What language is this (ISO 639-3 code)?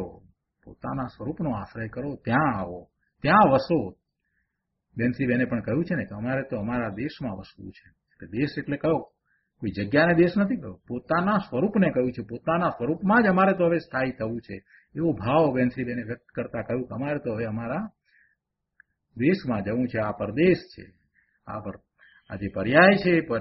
guj